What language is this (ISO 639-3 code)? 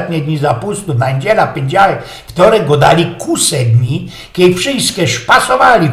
szl